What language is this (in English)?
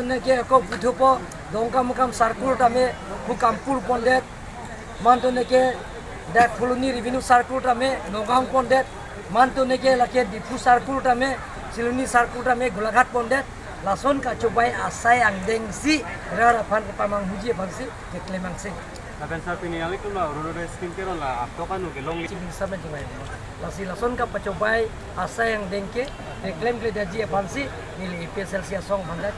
Karbi